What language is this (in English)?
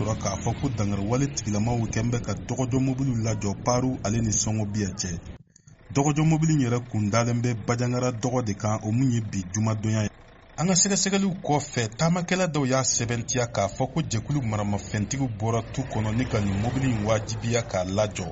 Bambara